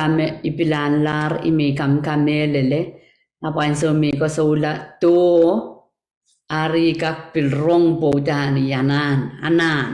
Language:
Pohnpeian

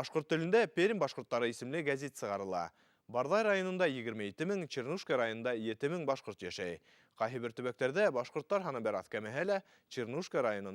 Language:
Bashkir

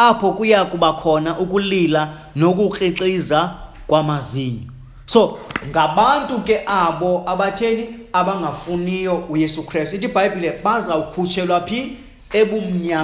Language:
Xhosa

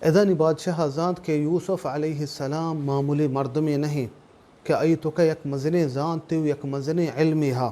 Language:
Baluchi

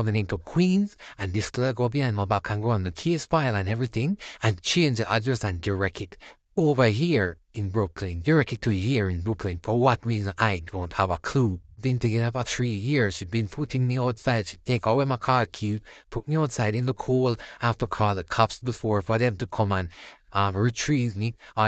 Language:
Jamaican Creole English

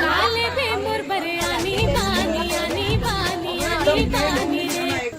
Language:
Chhattisgarhi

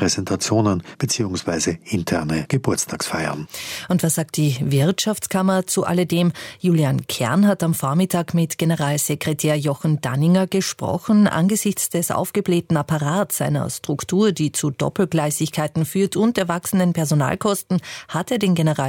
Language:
German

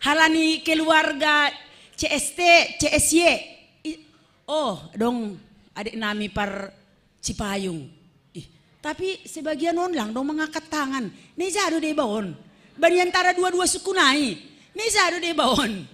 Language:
Batak Simalungun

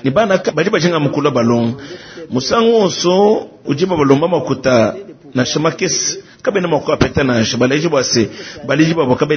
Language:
Luba-Lulua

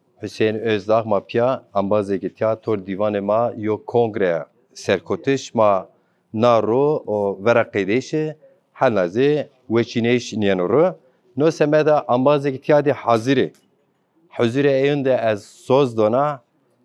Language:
Zaza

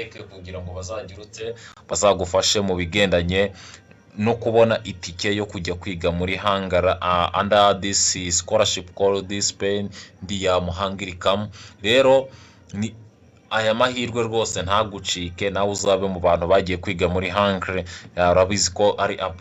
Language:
Kinyarwanda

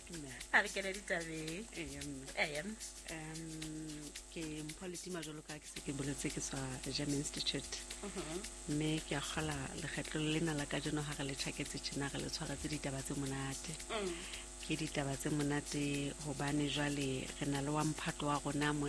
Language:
Southern Sotho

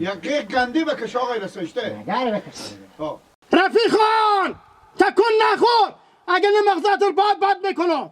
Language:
Hazaragi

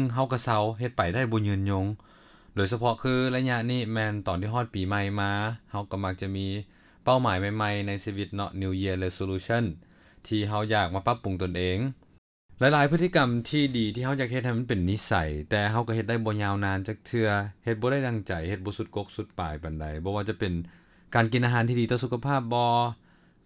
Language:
Lao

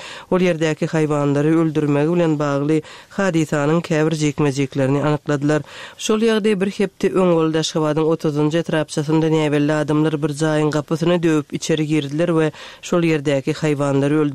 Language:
Turkmen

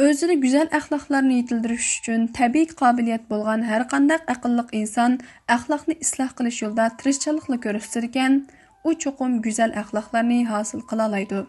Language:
Uyghur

